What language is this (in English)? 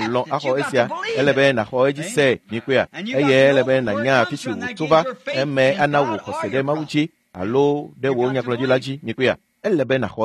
Ewe